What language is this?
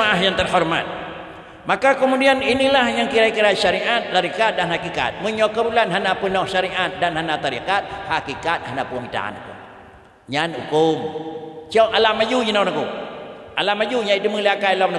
Achinese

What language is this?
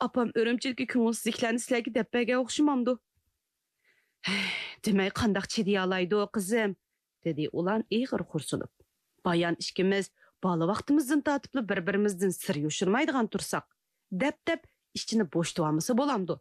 Uyghur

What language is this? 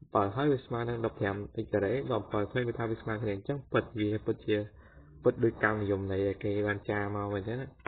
Khmer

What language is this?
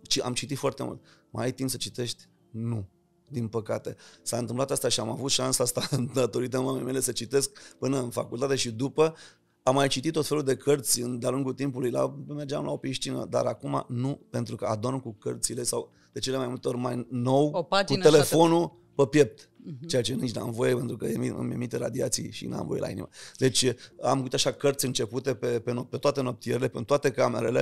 Romanian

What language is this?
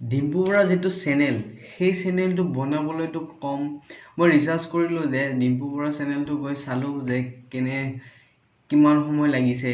Assamese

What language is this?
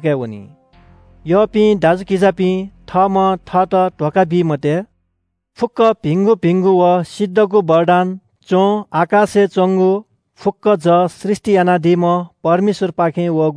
Newari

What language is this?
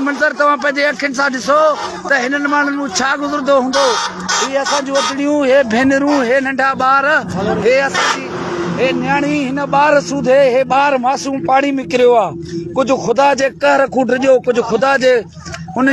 Sindhi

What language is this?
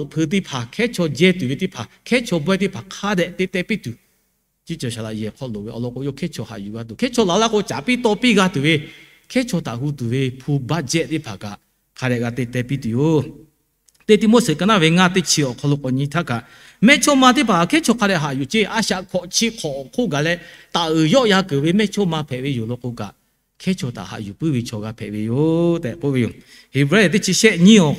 Lahu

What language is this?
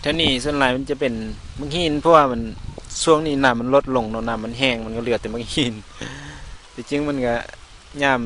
Lao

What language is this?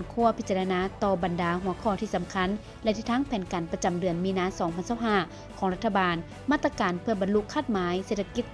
Lao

